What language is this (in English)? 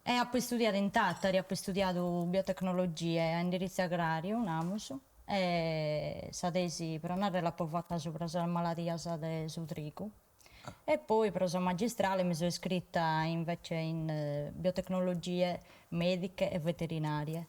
Sardinian